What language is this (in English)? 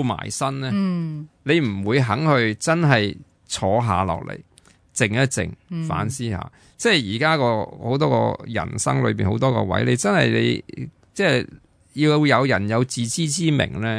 Cantonese